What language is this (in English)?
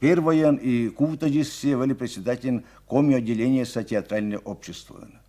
Komi